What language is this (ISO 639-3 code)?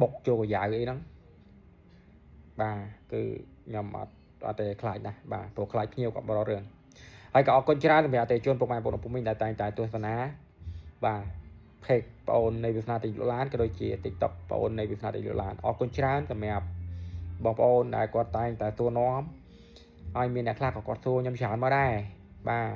khm